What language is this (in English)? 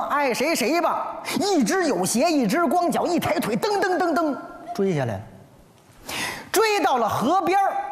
Chinese